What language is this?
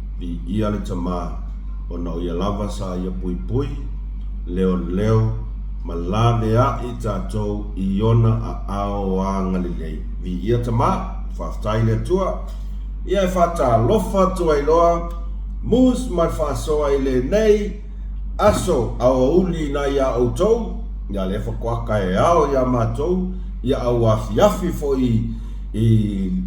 Samoan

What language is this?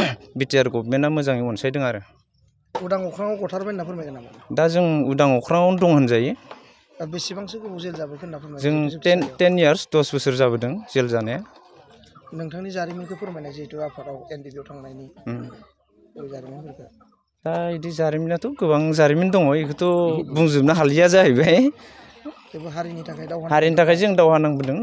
Bodo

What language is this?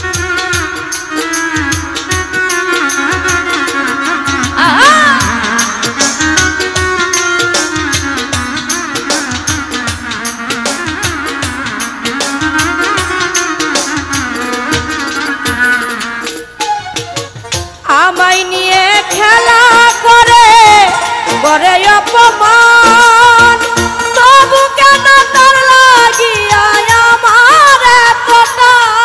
Bangla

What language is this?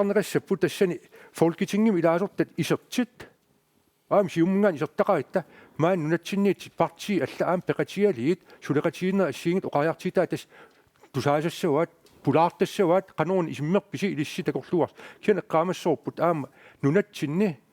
Kalaallisut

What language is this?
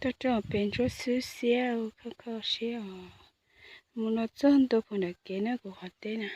Hmong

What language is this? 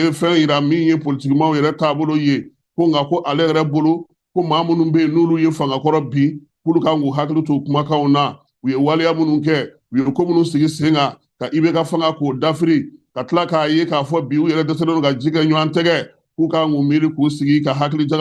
Bambara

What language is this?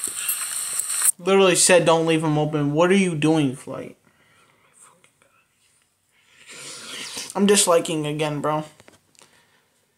English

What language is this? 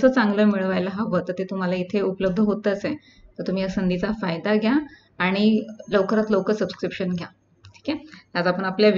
Marathi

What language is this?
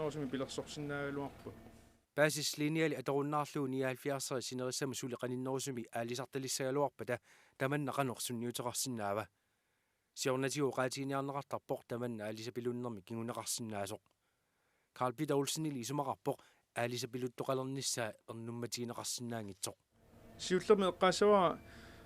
Kalaallisut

